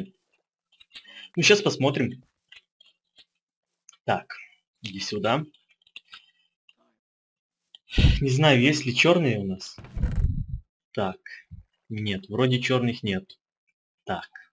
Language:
Russian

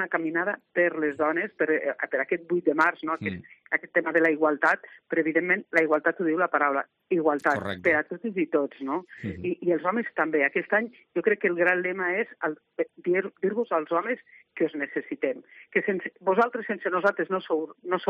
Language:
Catalan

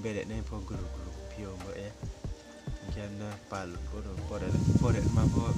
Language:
Riang (India)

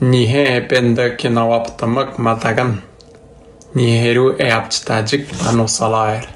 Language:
Atikamekw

